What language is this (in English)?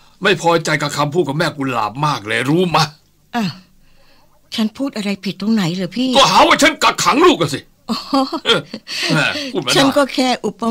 Thai